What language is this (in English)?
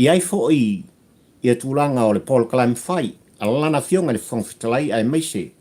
Samoan